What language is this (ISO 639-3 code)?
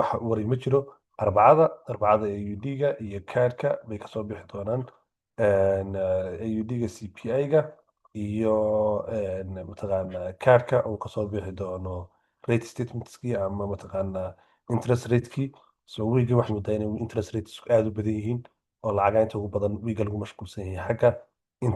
som